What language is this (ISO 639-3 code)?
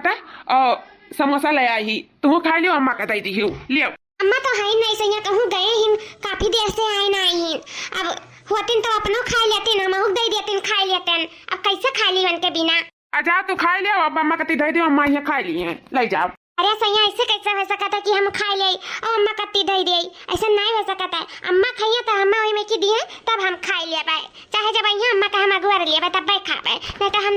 awa